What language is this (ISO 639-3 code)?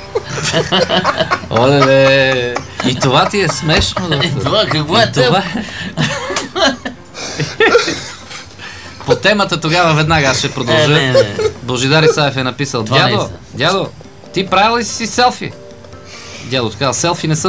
bul